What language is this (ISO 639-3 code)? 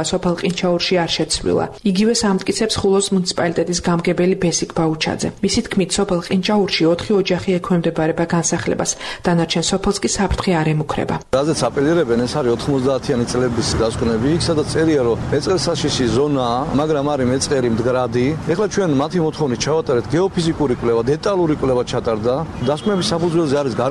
kat